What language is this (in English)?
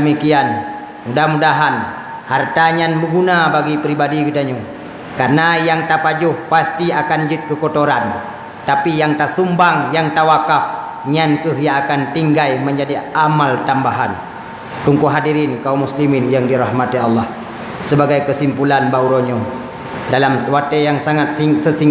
Achinese